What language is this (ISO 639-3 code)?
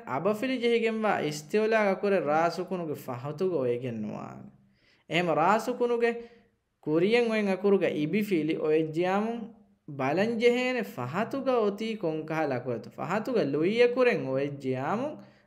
div